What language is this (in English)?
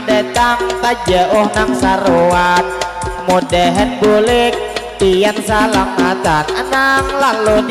Banjar